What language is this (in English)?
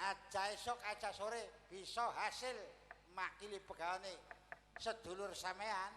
Javanese